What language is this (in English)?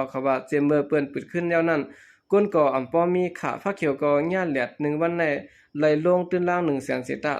Shan